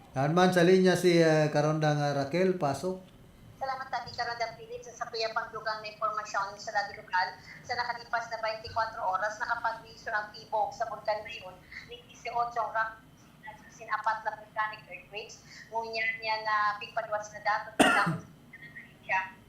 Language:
Bikol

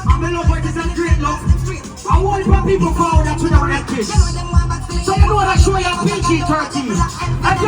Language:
Jamaican Creole English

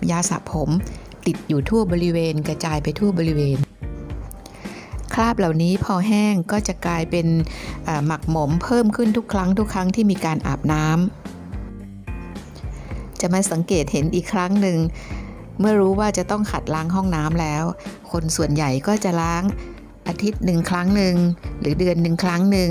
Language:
Thai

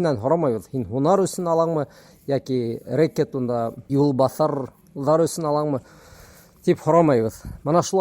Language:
Bashkir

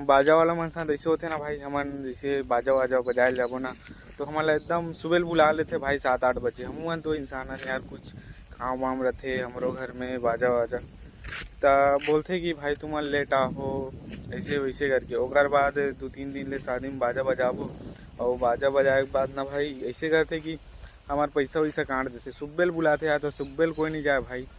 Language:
Chhattisgarhi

